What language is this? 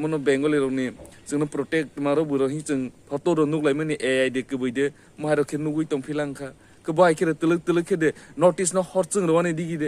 Kok Borok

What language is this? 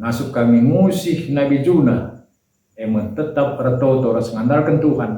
Batak Karo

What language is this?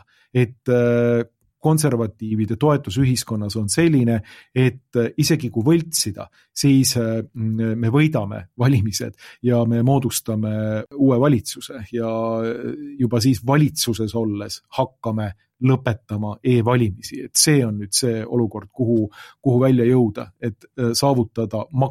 Estonian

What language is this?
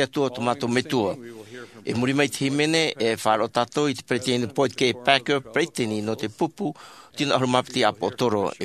Tahitian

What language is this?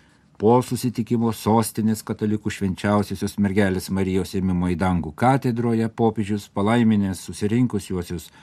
Lithuanian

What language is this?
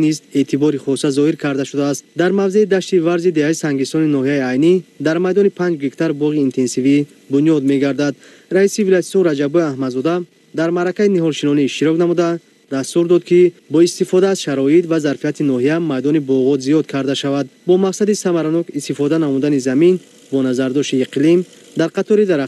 Tajik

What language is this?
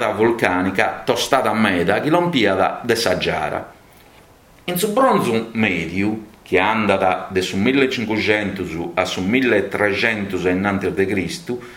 Sardinian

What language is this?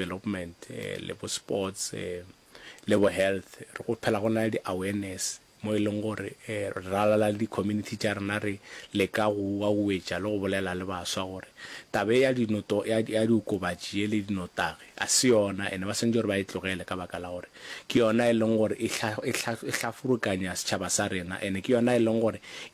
Northern Sotho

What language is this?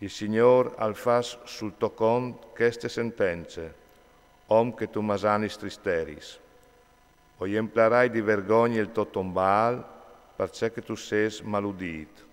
Friulian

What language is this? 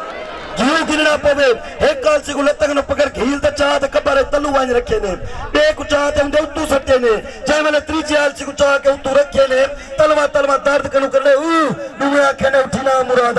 Saraiki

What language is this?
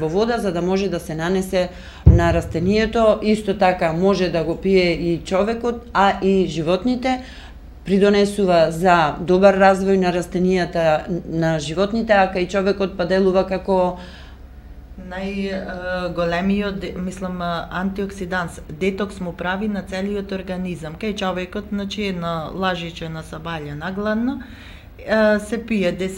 Macedonian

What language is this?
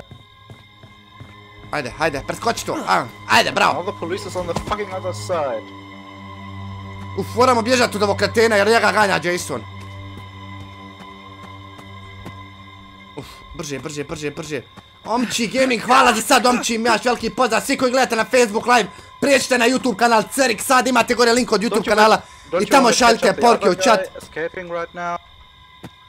Croatian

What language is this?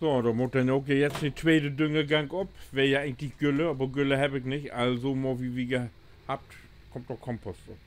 Low German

